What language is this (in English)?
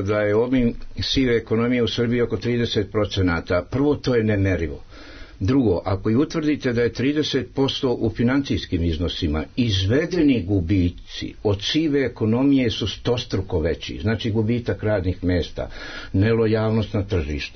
Serbian